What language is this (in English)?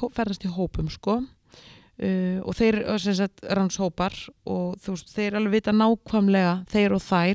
Icelandic